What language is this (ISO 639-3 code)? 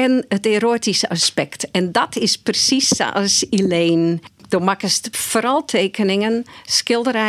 fry